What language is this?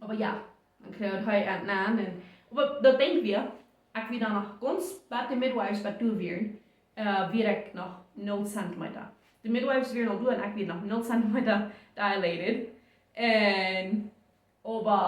Plautdietsch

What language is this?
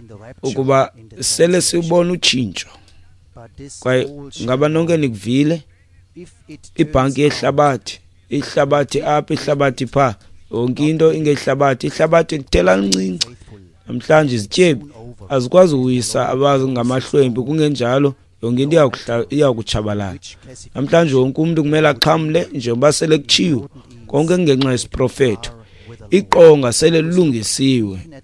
Xhosa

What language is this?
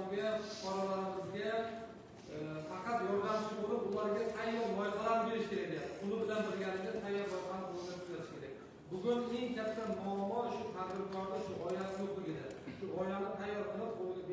Uzbek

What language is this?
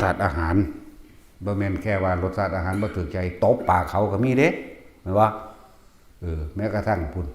Northeastern Thai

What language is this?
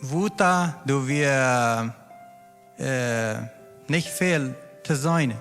Plautdietsch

